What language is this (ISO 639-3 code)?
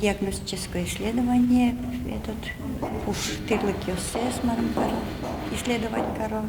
udm